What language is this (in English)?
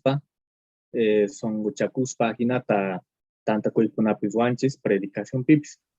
Quechua